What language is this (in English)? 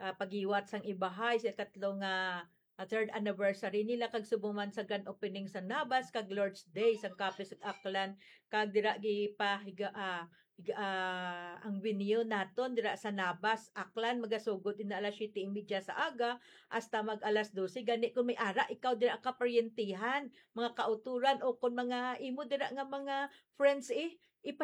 Hiligaynon